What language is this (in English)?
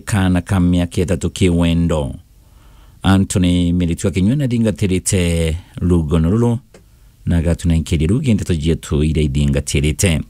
Meru